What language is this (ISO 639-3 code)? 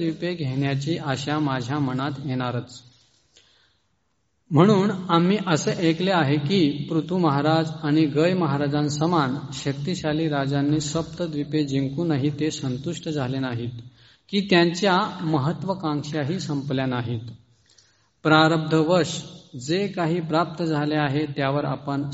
mar